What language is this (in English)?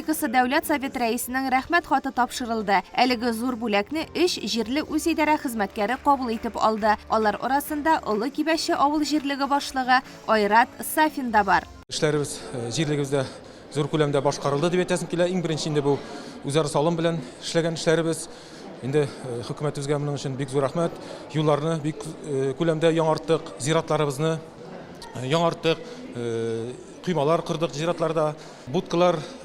Tatar